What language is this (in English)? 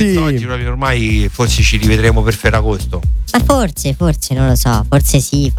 Italian